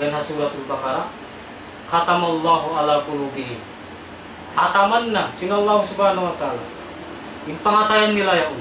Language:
Tausug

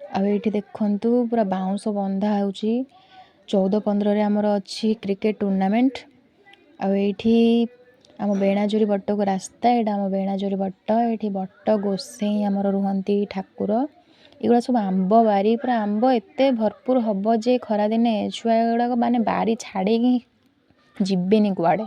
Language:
Odia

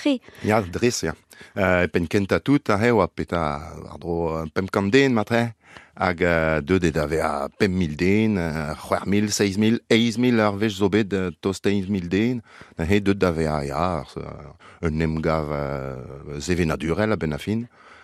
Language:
Breton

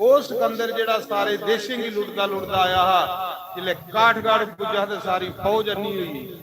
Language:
Dogri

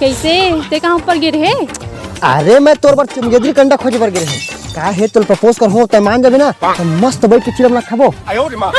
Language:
Chhattisgarhi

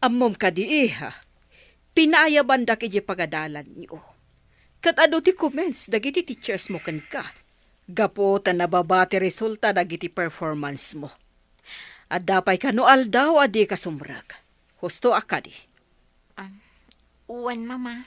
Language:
Iloko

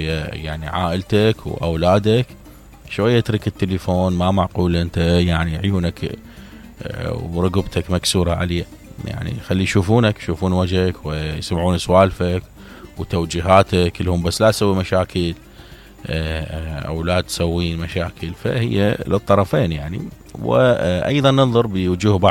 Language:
Mesopotamian Arabic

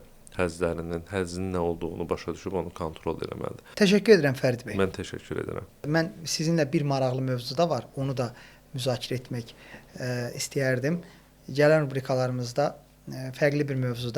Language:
Azerbaijani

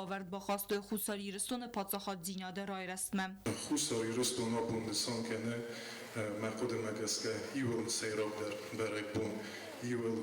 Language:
Ossetic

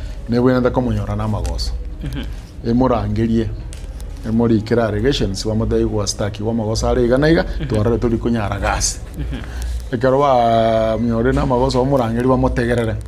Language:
Gusii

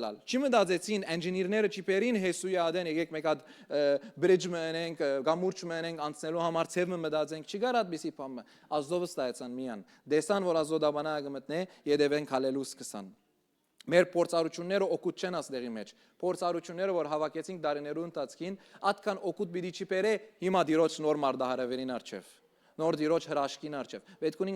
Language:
Western Armenian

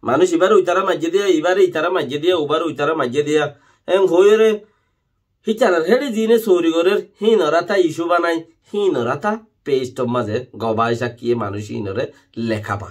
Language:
Rohingya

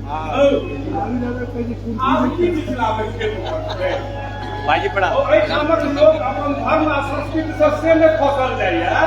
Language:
Maithili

